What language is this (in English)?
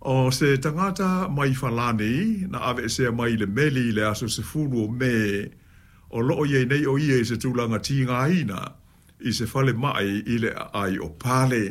Samoan